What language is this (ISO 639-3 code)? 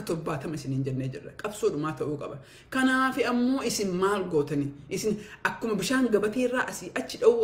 orm